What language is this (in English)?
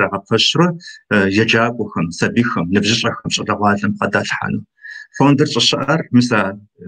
Kabardian